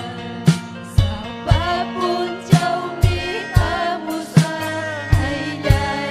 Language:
Ayacucho Quechua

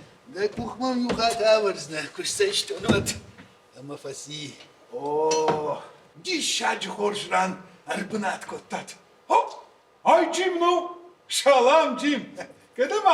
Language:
Ossetic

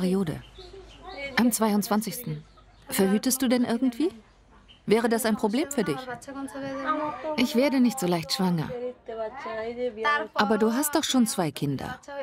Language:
German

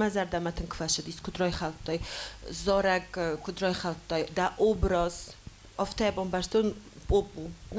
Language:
Ossetic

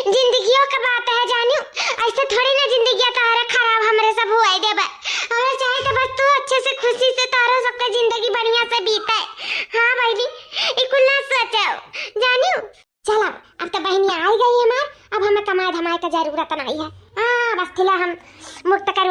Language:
Awadhi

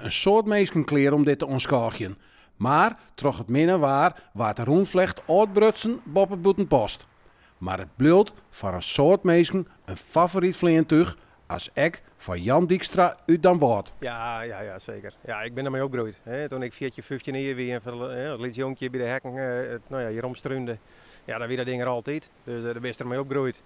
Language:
Western Frisian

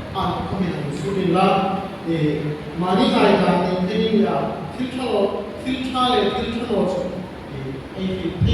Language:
Hmar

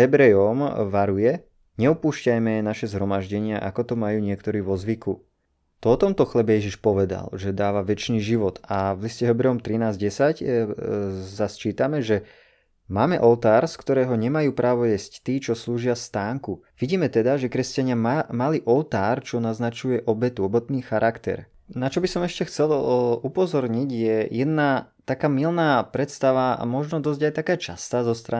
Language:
Slovak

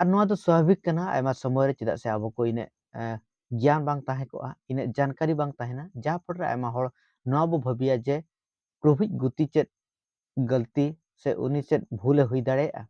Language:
Santali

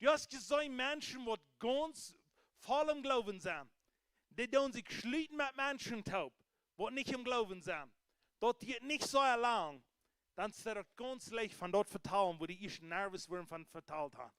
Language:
Plautdietsch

